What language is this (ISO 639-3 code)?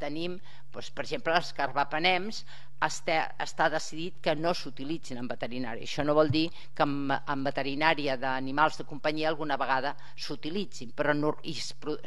cat